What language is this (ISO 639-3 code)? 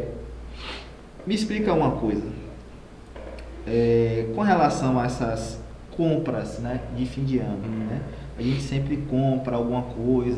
por